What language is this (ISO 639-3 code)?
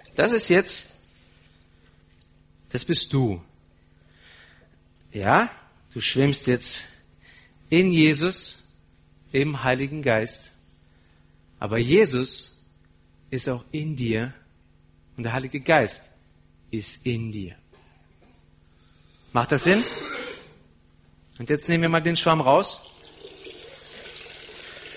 deu